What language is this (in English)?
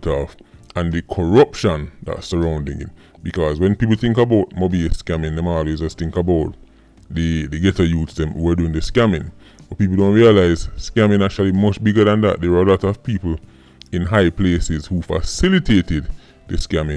Jamaican Creole English